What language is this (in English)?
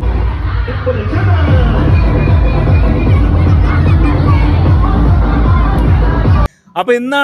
Malayalam